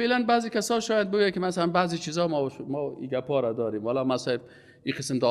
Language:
Persian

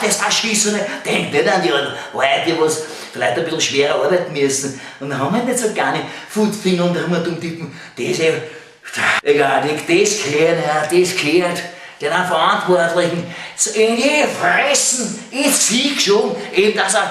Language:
Bavarian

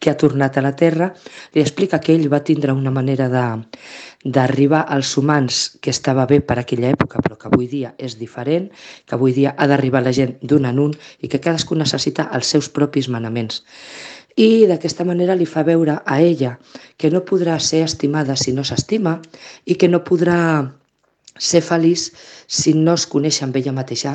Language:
Catalan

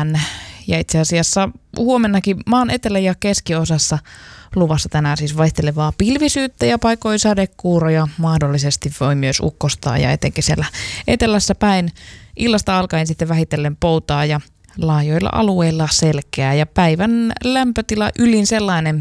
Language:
Finnish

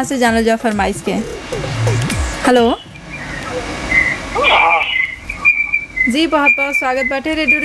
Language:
Bhojpuri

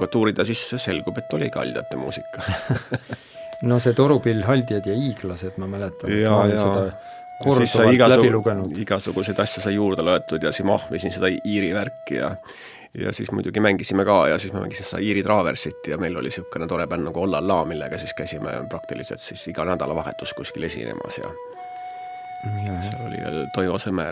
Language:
Estonian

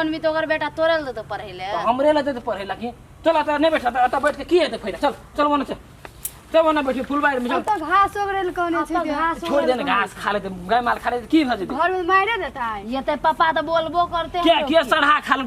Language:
Maithili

